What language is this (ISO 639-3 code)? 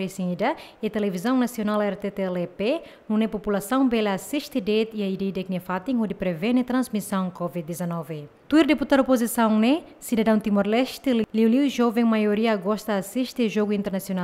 tet